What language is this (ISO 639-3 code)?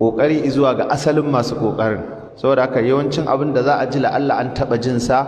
hau